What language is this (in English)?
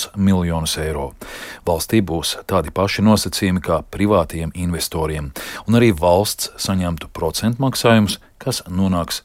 Latvian